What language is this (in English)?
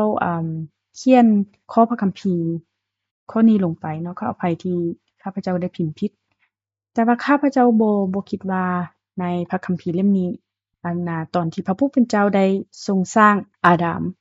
Lao